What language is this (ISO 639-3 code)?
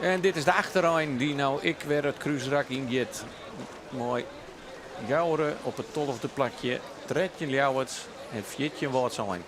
fry